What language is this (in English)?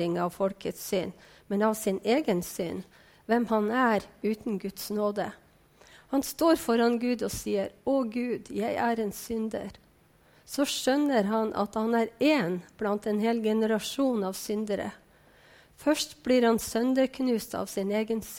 Norwegian